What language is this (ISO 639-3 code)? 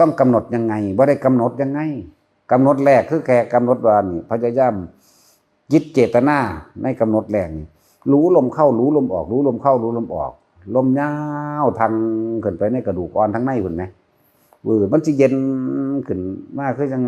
tts